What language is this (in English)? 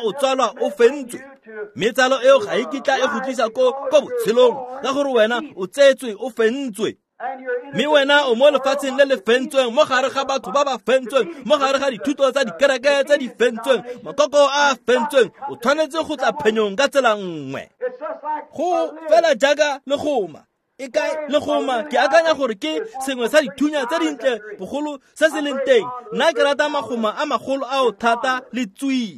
Tswana